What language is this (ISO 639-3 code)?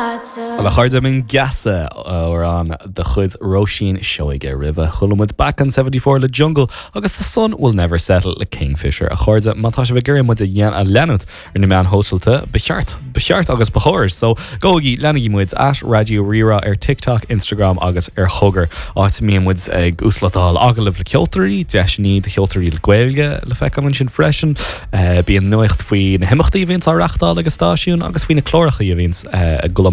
gle